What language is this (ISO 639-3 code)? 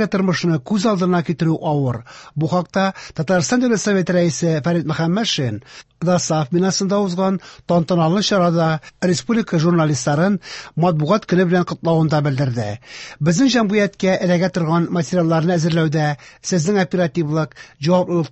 tat